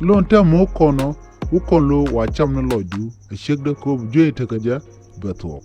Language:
Nuer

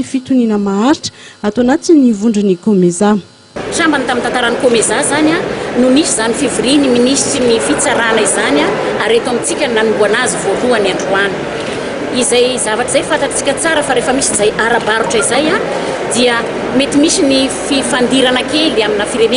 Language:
Malagasy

